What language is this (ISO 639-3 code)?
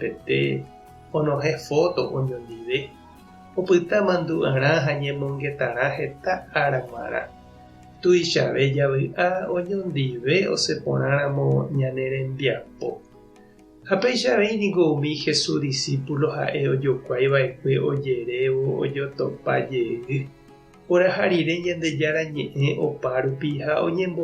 grn